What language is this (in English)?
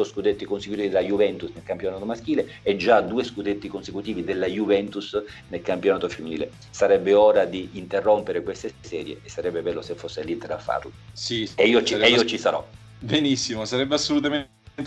Italian